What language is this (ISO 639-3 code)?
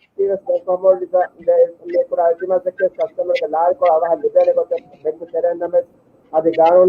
div